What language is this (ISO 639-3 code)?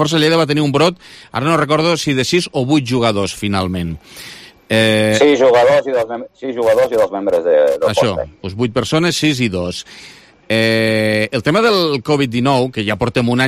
cat